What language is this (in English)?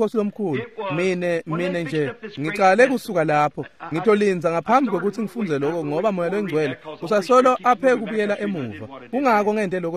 Swati